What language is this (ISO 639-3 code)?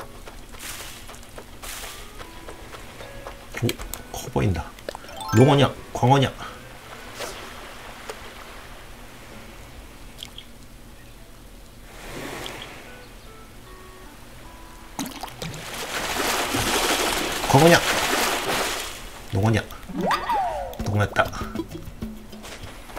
kor